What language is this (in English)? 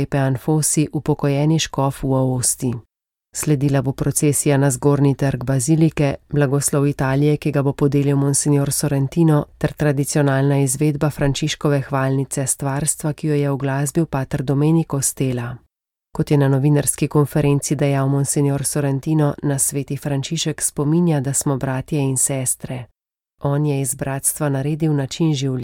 Slovenian